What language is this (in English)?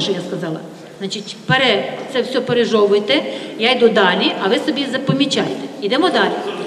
Ukrainian